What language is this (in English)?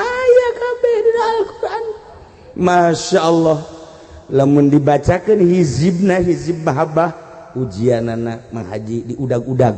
Sundanese